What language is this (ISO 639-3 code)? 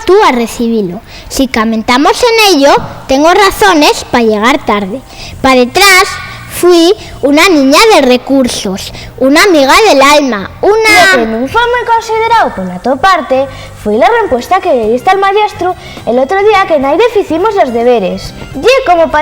ast